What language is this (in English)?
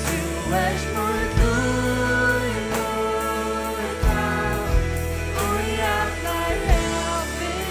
Faroese